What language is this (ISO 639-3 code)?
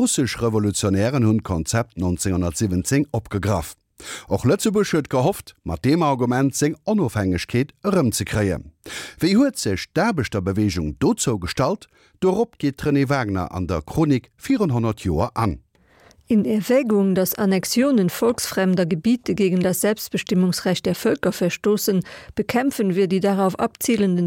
ltz